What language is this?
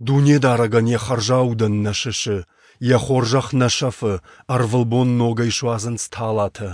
Ossetic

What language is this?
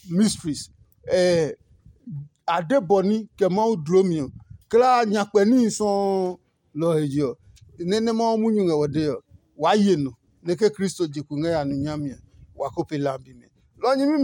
Adangme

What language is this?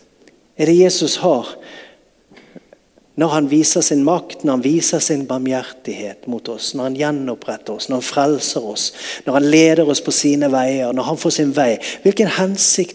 Norwegian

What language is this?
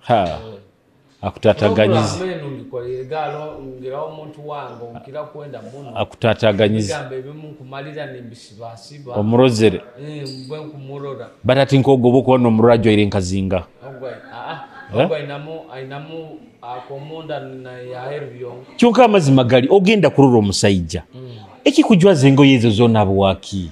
Nyoro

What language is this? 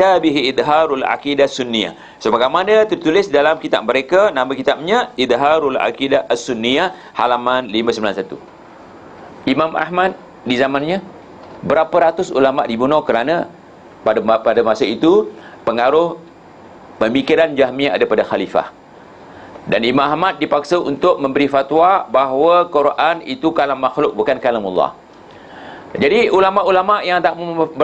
Malay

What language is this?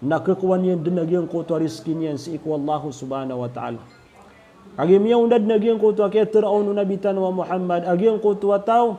Maranao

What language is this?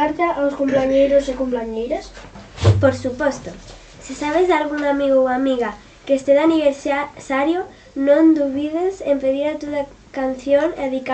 Galician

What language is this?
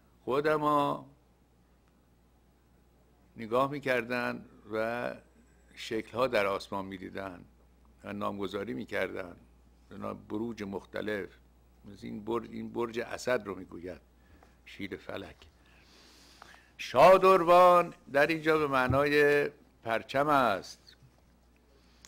Persian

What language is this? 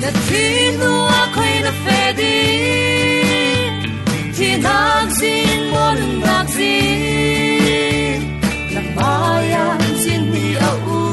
Falam Chin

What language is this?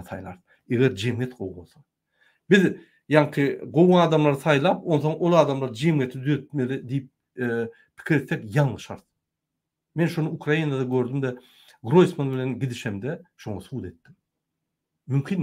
Turkmen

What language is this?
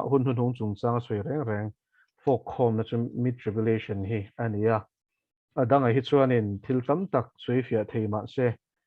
Mizo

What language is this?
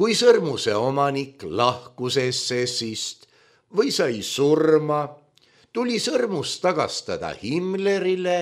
Estonian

